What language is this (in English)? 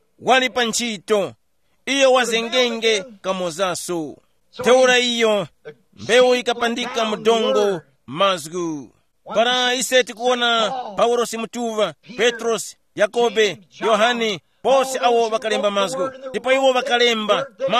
Tumbuka